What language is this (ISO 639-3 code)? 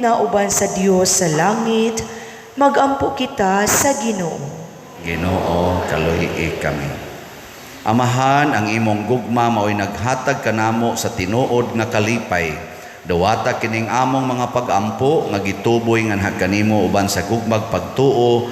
ceb